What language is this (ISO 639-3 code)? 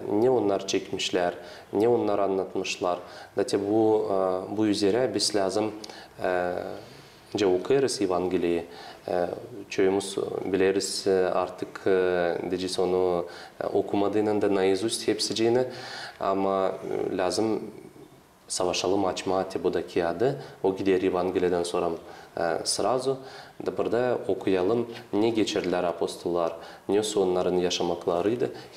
gag